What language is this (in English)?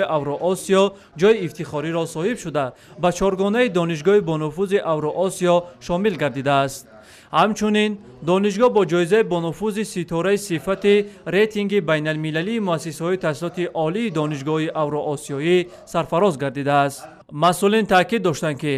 Tajik